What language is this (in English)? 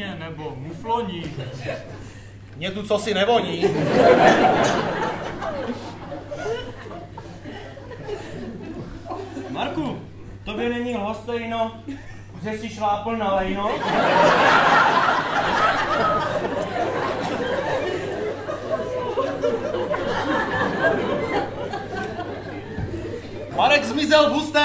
Czech